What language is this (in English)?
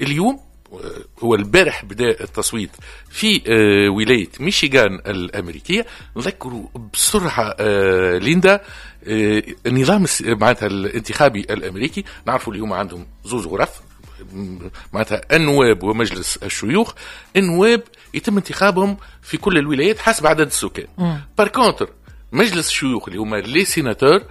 Tunisian Arabic